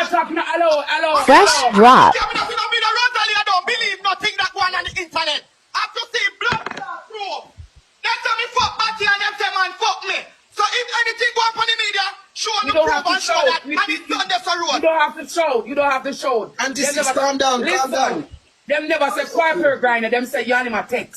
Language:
Jamaican Creole English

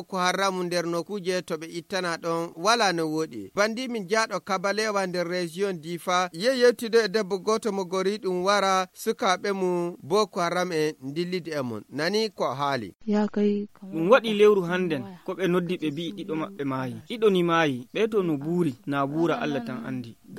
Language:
Fula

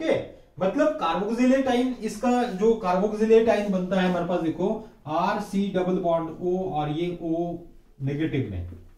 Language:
Hindi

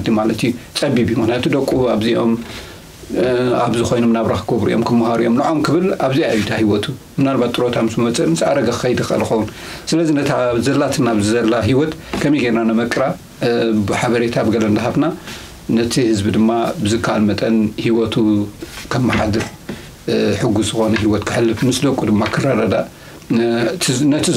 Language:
Tigrinya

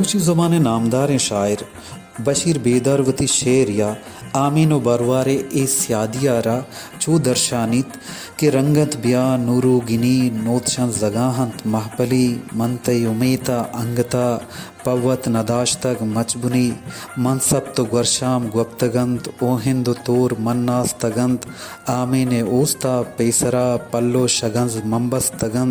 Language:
Baluchi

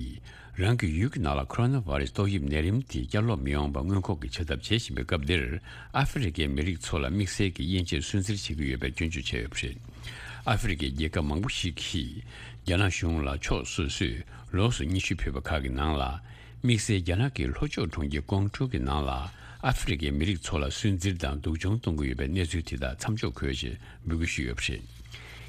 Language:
Tibetan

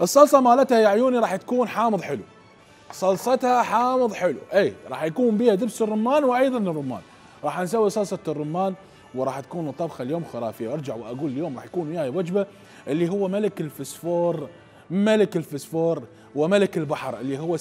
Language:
Mesopotamian Arabic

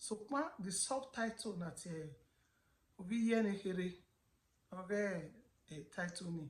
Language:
Bini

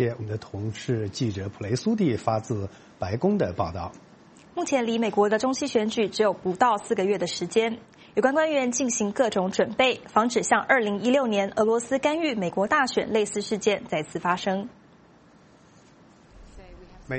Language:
Chinese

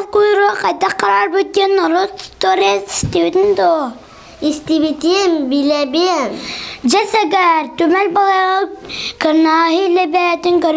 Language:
Yakut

